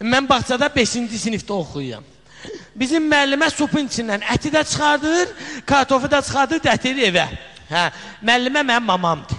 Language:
Azerbaijani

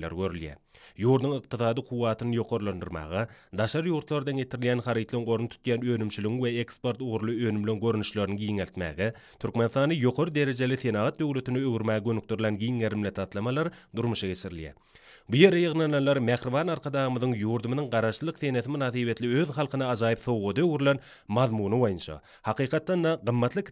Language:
Turkmen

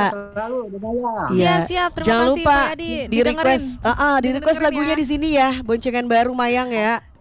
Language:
Indonesian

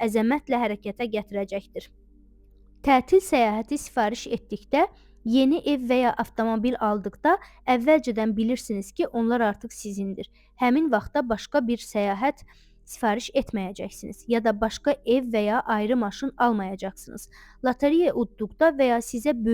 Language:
Azerbaijani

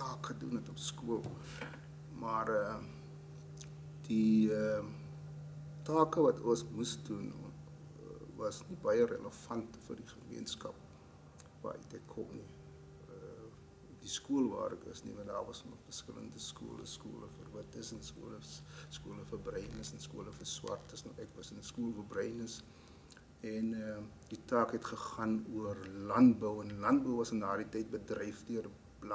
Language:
Afrikaans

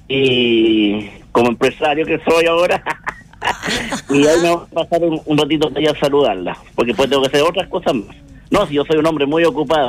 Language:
Spanish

